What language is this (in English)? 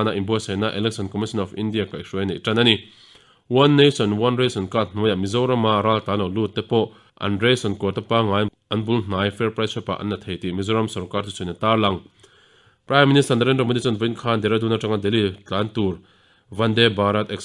Mizo